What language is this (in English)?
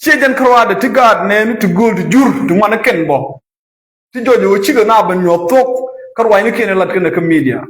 Nuer